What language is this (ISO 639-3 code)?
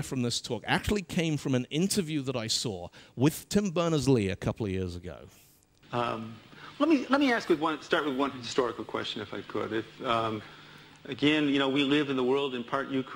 eng